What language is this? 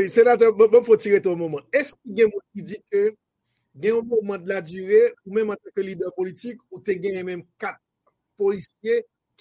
Haitian Creole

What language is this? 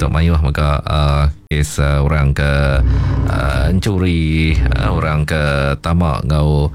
Iban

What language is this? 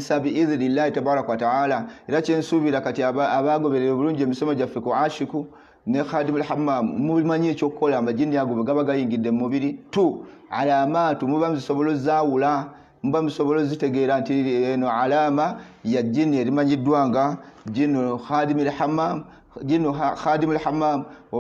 Ganda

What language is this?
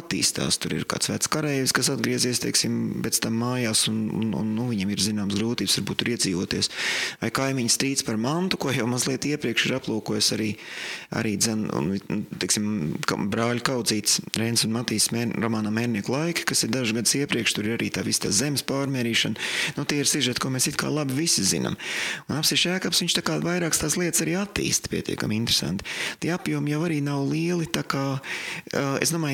Latvian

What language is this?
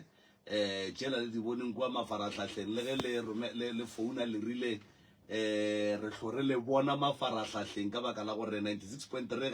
Northern Sotho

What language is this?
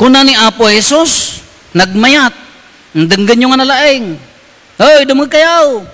Iloko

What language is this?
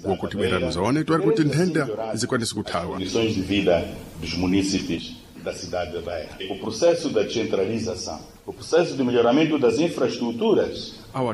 Sena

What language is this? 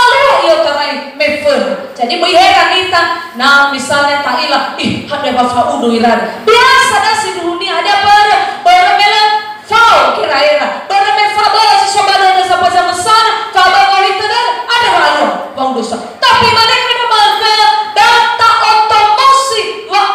Nias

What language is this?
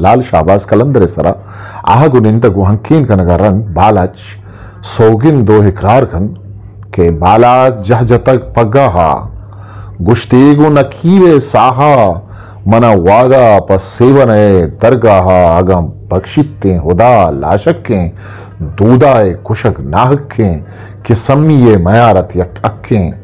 Eastern Balochi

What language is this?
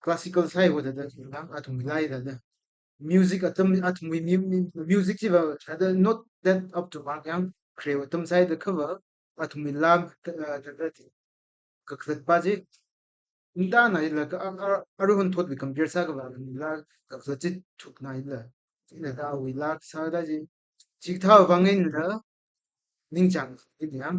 Tangkhul Naga (India)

